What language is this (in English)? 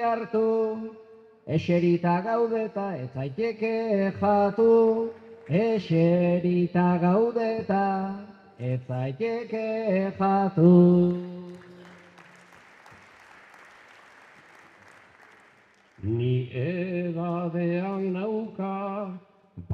Basque